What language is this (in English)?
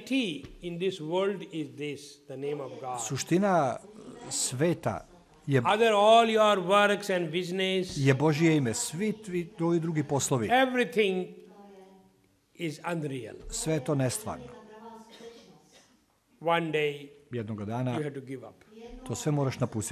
Serbian